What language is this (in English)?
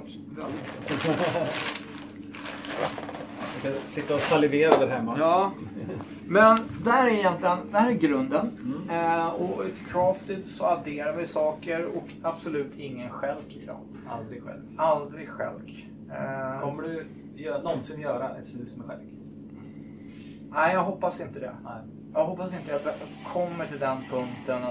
Swedish